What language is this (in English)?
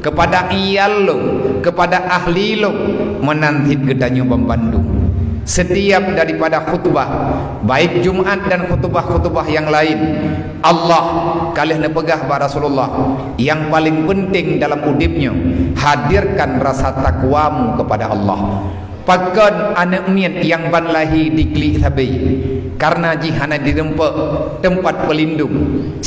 Achinese